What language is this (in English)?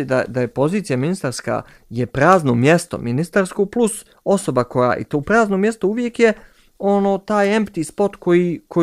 Bosnian